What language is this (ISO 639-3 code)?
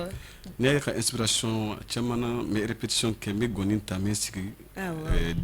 bam